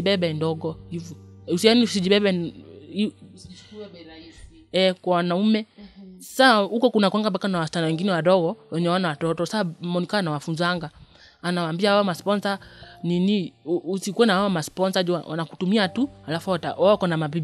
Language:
Swahili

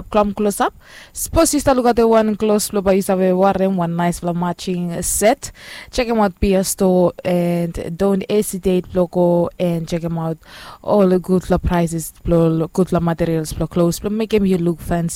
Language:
Bislama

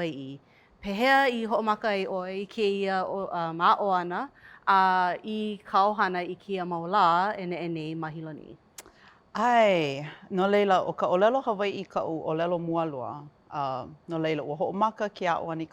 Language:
Hawaiian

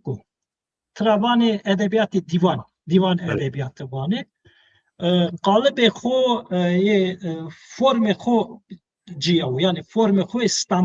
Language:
Zaza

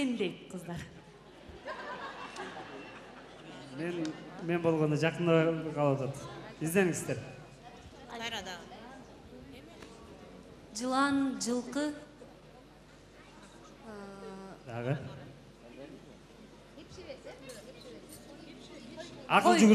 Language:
Kyrgyz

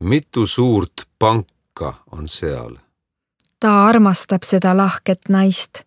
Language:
Estonian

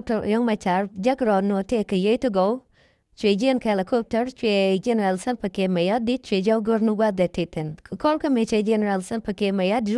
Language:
Nuer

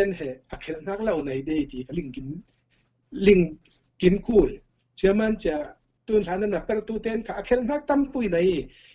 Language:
Falam Chin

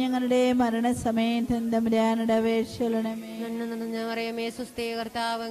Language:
Malayalam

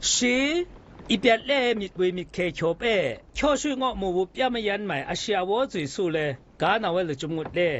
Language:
Zaiwa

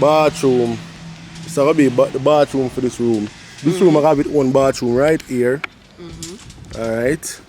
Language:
Jamaican Creole English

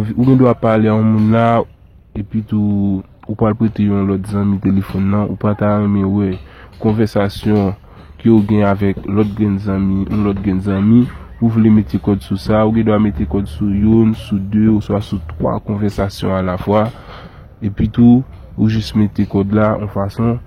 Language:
Haitian Creole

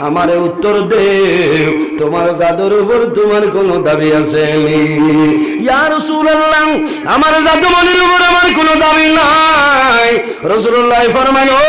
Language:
Sylheti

